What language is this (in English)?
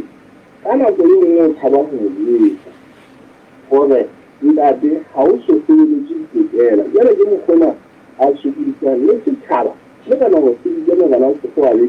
Southern Sotho